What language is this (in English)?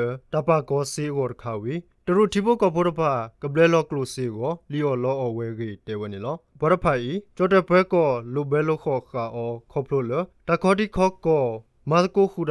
S'gaw Karen